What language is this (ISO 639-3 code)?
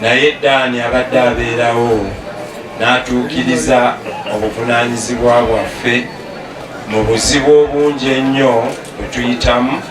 lug